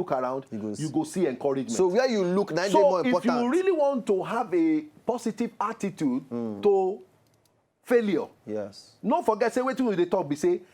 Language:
Nigerian Pidgin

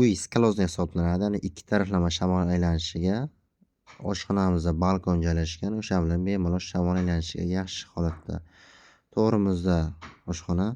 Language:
Uzbek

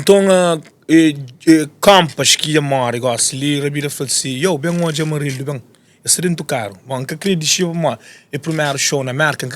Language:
Kabuverdianu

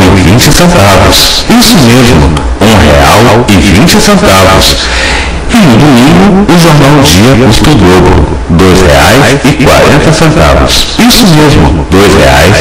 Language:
Portuguese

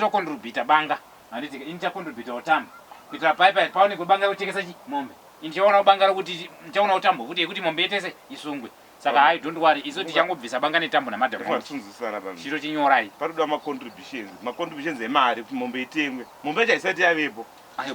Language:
Shona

